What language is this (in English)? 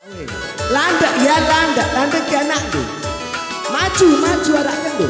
Batak Karo